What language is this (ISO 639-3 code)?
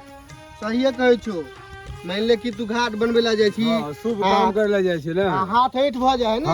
mai